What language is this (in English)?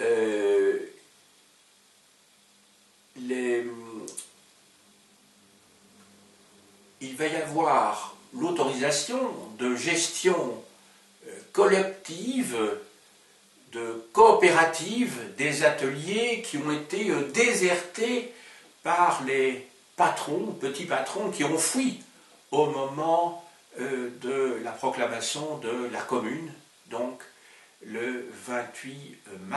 French